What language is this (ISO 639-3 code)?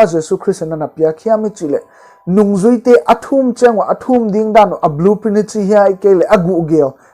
pck